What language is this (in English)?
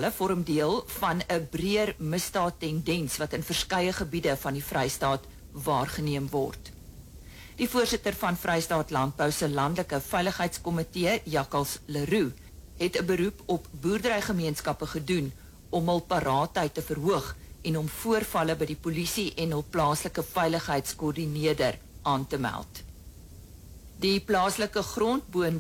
Afrikaans